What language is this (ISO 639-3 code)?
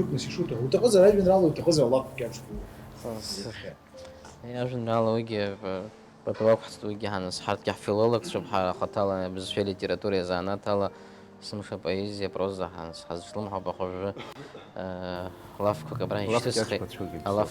abk